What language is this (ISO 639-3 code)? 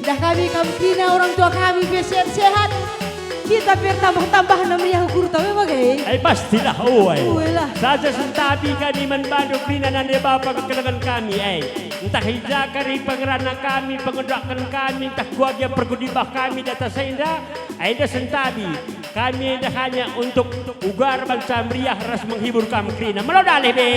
btx